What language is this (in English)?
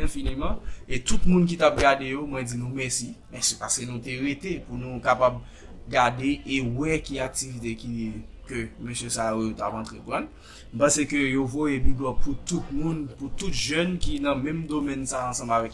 Haitian Creole